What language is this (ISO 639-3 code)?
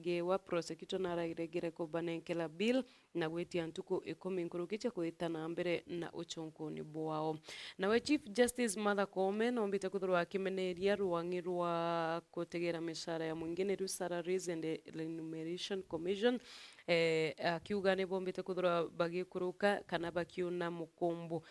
mer